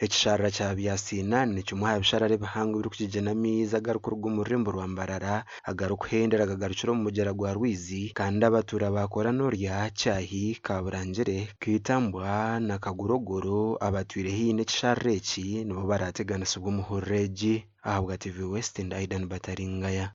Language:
Nyankole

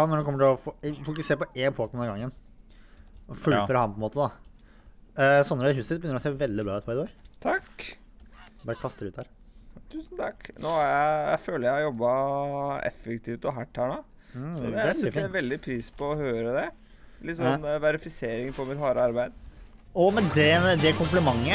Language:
Norwegian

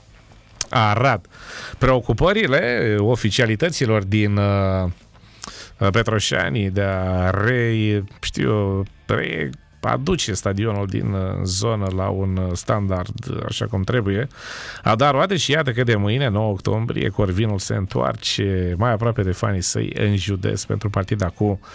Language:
Romanian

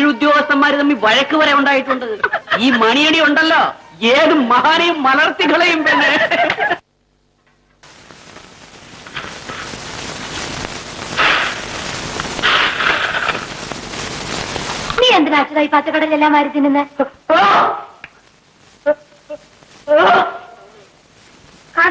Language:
Malayalam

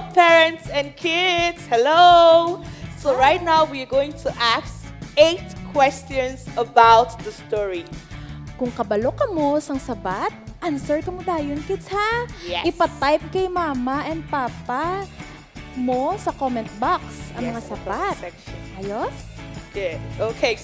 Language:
Hiligaynon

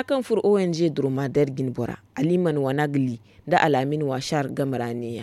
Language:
Zarma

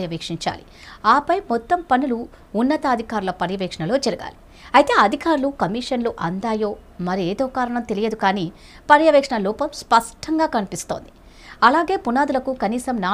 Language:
Telugu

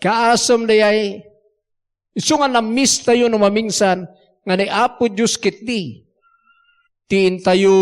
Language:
Iloko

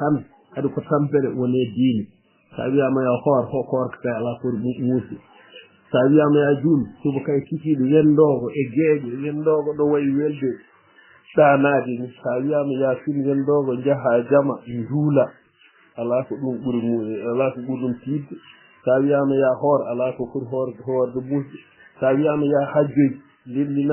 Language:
Fula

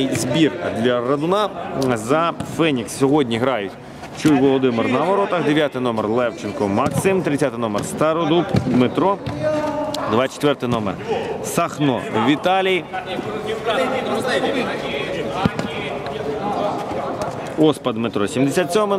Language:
Ukrainian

